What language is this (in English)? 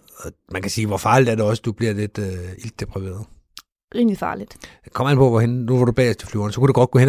Danish